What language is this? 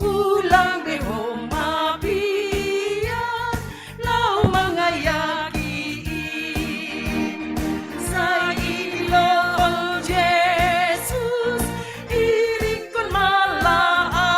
Batak Simalungun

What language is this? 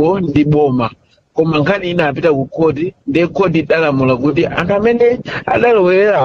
Nyanja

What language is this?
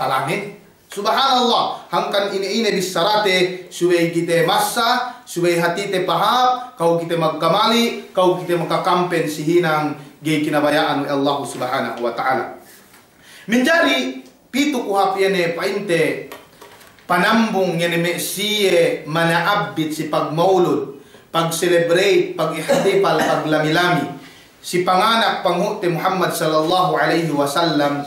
Yakan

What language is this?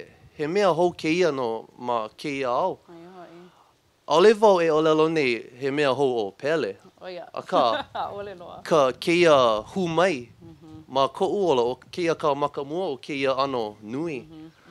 Hawaiian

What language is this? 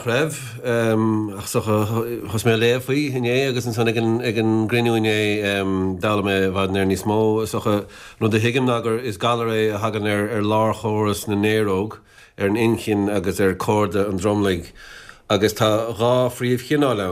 Irish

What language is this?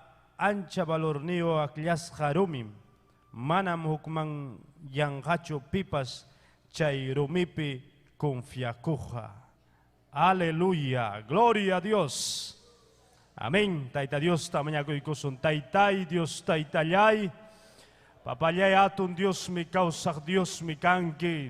Ayacucho Quechua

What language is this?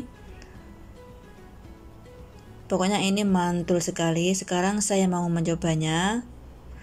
Indonesian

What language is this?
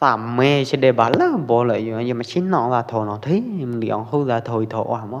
Pwo Eastern Karen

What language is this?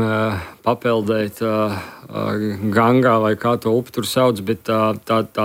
Latvian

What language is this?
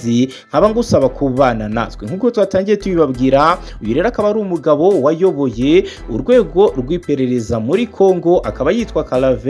Kinyarwanda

